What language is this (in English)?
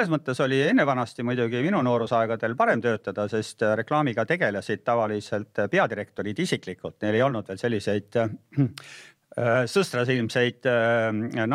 Estonian